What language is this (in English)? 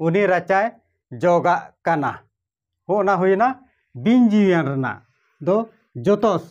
Santali